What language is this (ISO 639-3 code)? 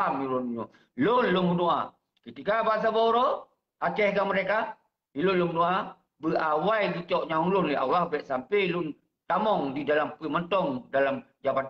ace